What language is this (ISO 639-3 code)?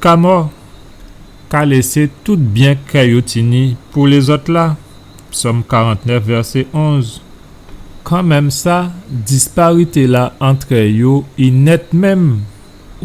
gcf